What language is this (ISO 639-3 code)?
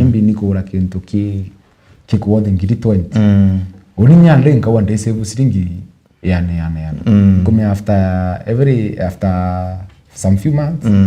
mer